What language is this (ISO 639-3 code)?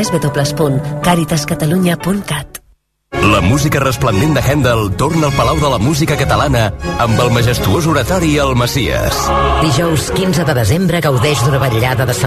cat